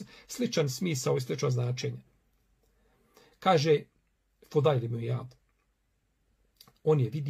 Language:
Bosnian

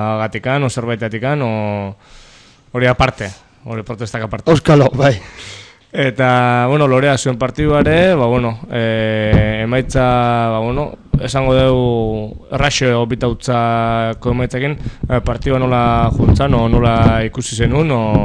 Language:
Basque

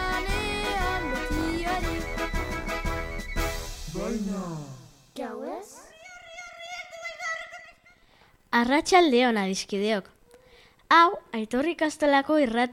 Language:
Basque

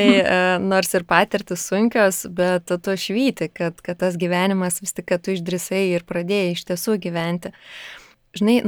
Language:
Lithuanian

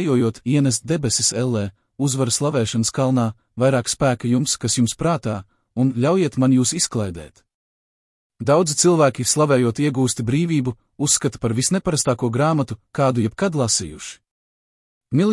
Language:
Latvian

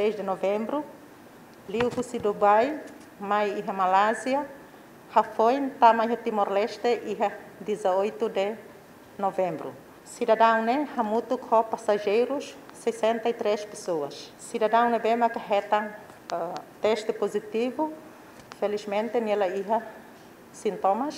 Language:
Tetum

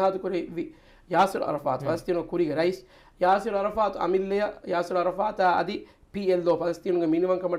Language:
Divehi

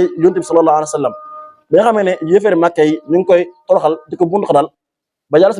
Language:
Wolof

